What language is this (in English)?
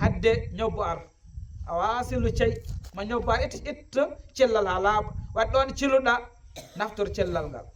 Fula